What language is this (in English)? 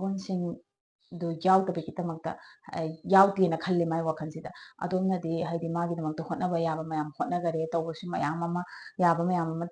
Manipuri